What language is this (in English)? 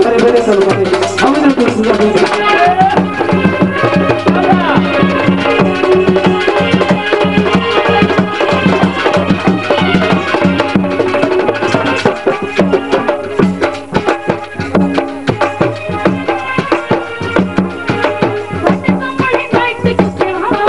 Punjabi